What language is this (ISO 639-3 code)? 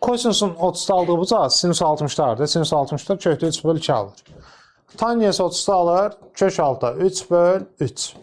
aze